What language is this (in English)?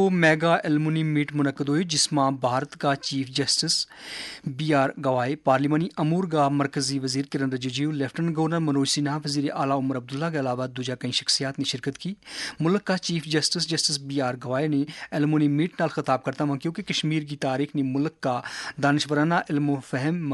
Gujari